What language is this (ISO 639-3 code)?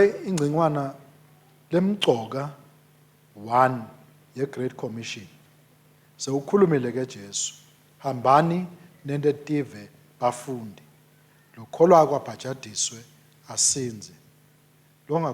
ssw